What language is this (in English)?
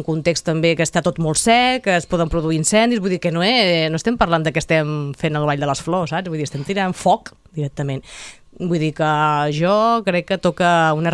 Catalan